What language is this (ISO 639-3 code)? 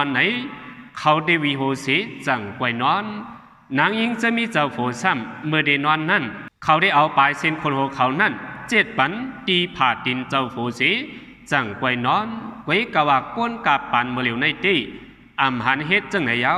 shn